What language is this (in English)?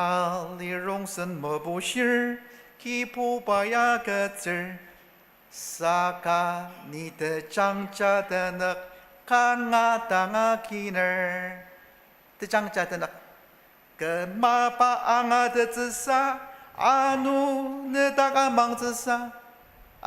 Ao Naga